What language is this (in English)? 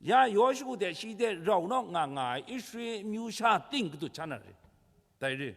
Kachin